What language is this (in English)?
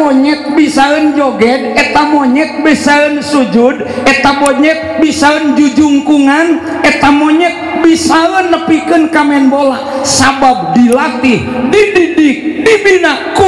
Sundanese